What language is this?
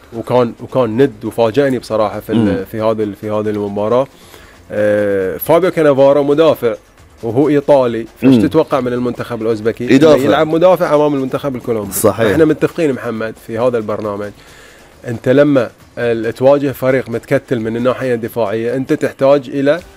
Gulf Arabic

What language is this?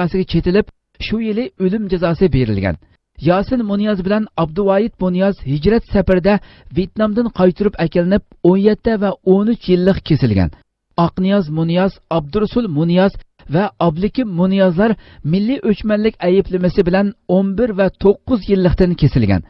Uyghur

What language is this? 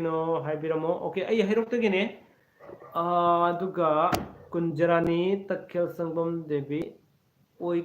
Manipuri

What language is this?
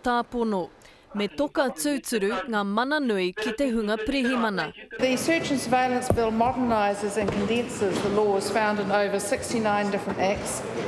Māori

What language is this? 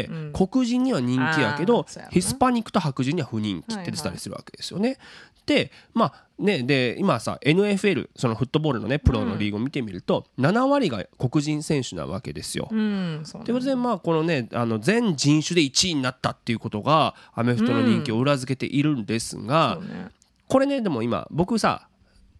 Japanese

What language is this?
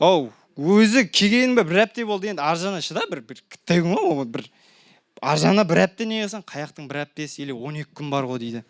Kara-Kalpak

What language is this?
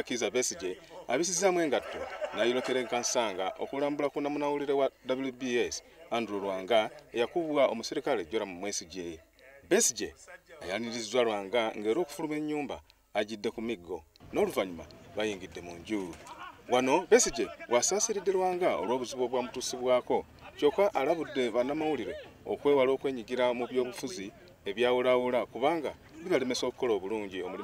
Ganda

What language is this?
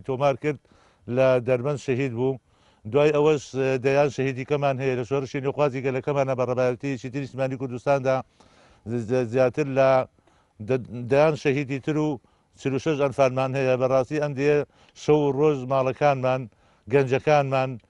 Central Kurdish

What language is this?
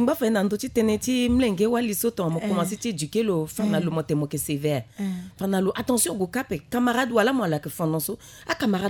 Sango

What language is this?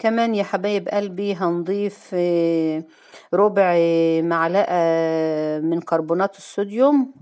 Egyptian Arabic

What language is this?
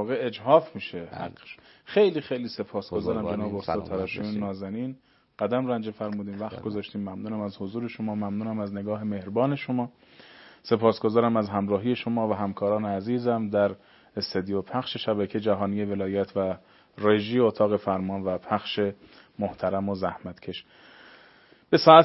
Persian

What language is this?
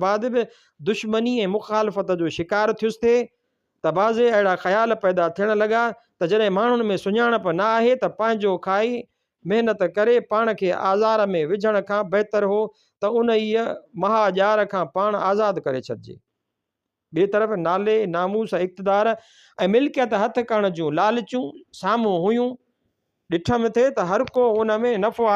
Sindhi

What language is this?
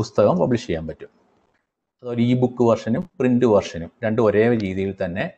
Malayalam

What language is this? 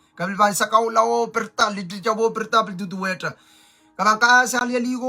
Pohnpeian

